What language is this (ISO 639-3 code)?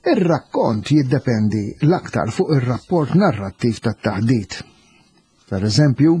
mlt